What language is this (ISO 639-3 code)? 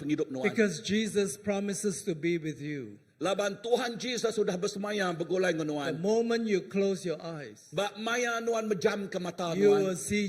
iba